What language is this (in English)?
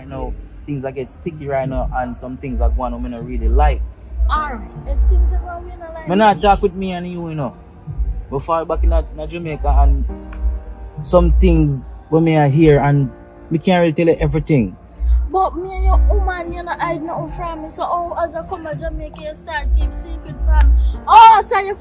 Jamaican Creole English